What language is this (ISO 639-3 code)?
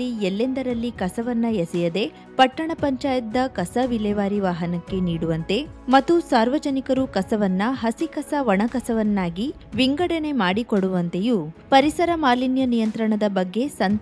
kan